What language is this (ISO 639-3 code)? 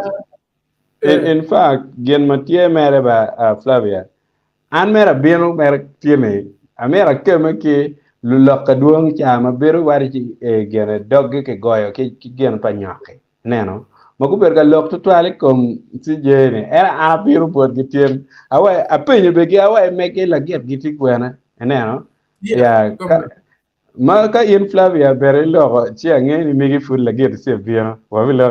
ach